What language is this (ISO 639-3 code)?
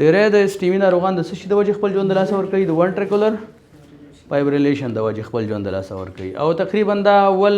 pus